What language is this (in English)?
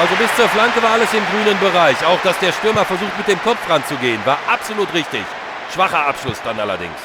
Bavarian